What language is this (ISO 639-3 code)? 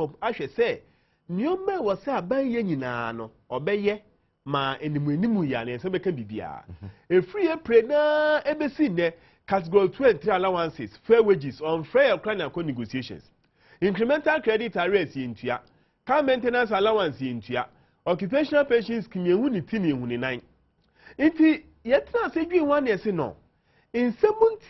aka